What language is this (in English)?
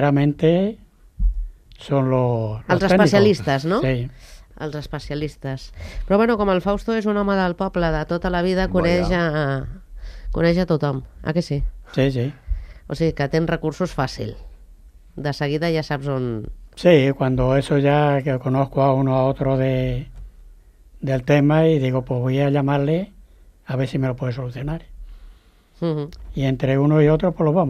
Catalan